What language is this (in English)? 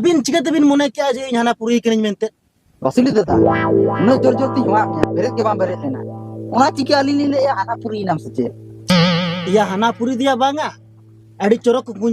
Santali